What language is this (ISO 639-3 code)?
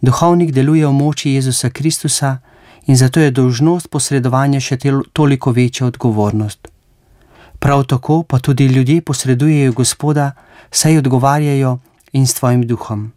slv